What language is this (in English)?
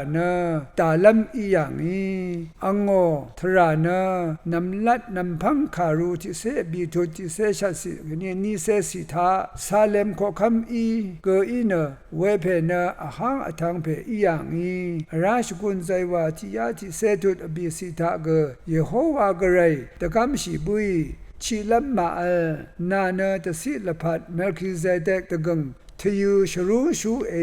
Rawang